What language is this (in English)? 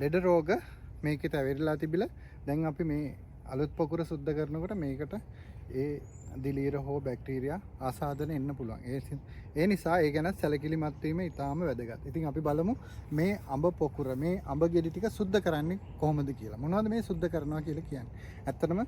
Sinhala